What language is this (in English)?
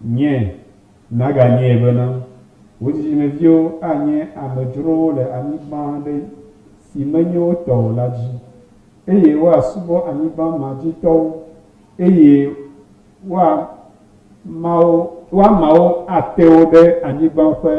Ewe